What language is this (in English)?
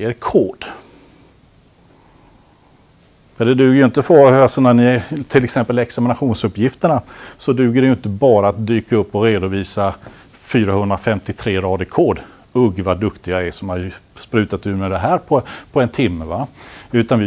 Swedish